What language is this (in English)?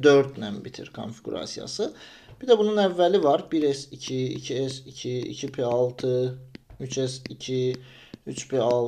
Azerbaijani